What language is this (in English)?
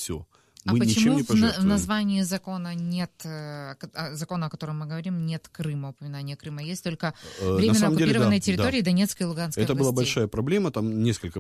Russian